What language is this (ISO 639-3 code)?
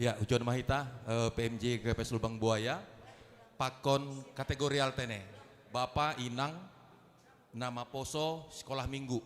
bts